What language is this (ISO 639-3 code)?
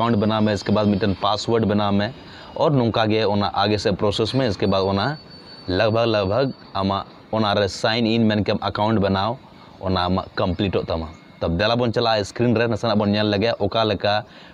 sat